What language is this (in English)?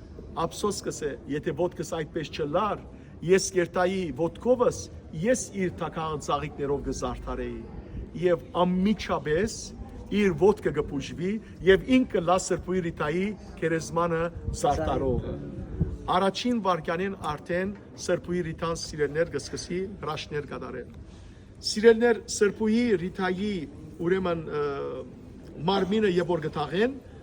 Western Armenian